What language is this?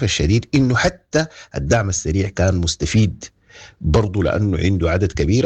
Sudanese Arabic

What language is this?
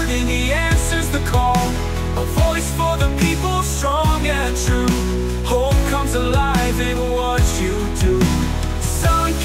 Waray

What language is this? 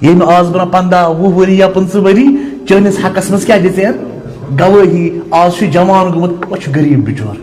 Kashmiri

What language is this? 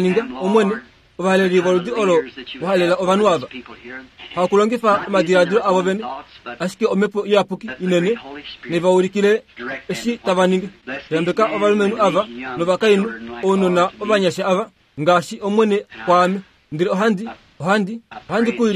Kuanyama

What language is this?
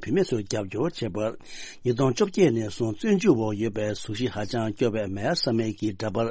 Tibetan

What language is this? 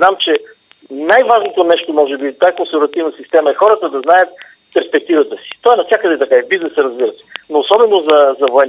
Bulgarian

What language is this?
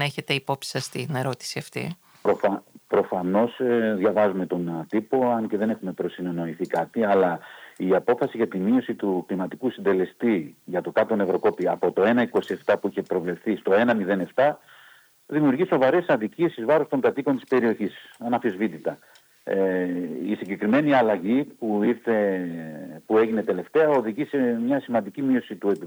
Greek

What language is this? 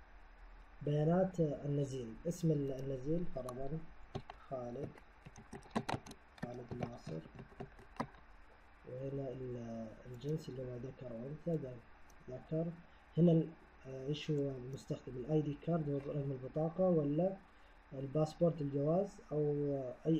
Hijazi Arabic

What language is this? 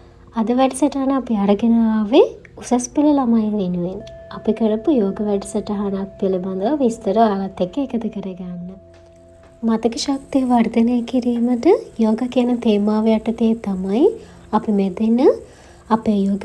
Sinhala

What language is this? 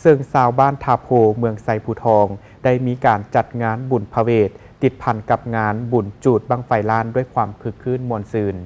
Lao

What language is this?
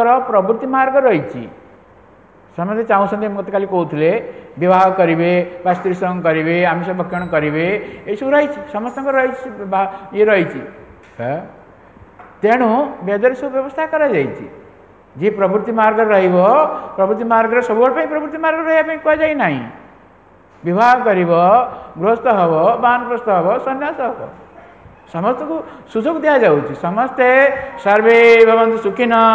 Odia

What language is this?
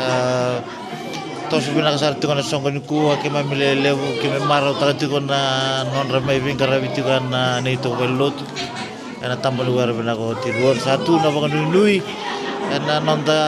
Fijian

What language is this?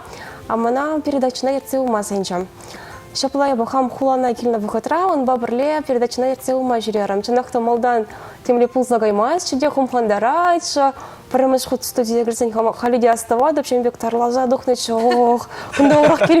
Chuvash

